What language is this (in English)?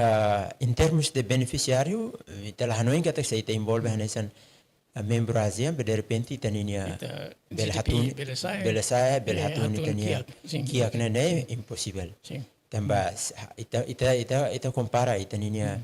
Tetum